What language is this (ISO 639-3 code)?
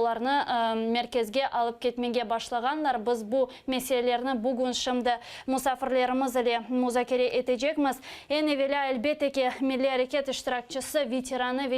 crh